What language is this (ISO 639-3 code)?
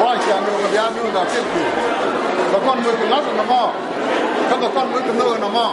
nus